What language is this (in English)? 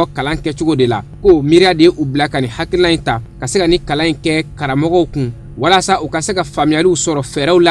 Bambara